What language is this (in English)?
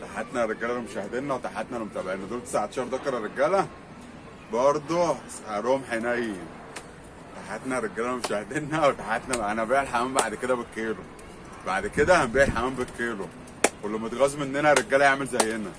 Egyptian Arabic